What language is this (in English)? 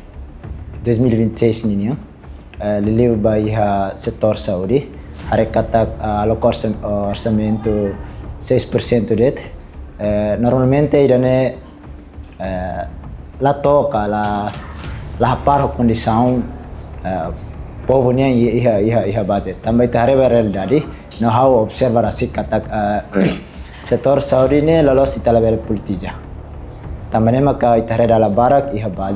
Tetum